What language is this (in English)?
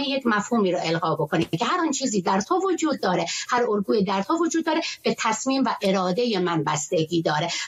Persian